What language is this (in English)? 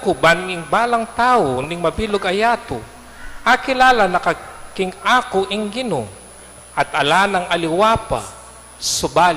Pampanga